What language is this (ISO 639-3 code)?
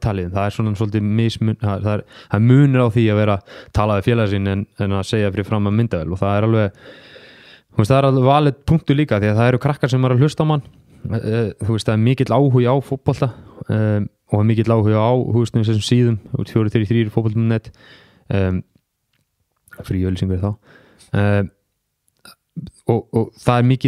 isl